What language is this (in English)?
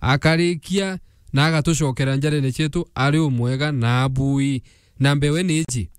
Meru